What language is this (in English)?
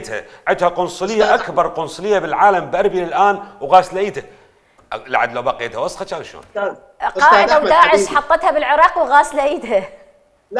Mesopotamian Arabic